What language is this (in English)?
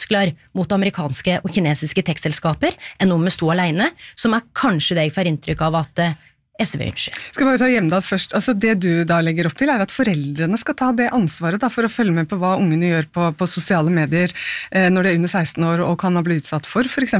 Norwegian